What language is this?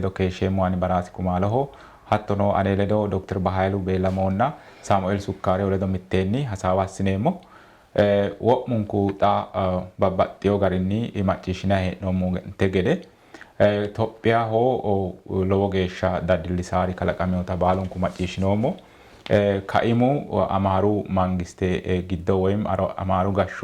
Sidamo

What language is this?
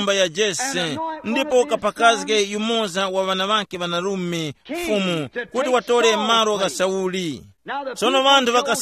Tumbuka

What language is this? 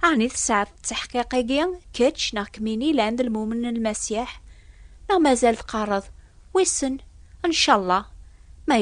Kabyle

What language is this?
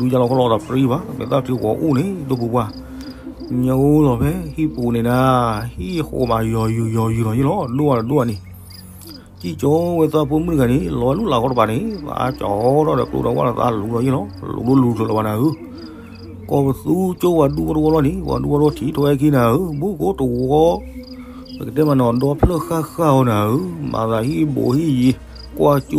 S'gaw Karen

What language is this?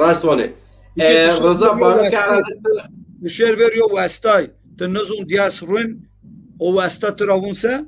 Zaza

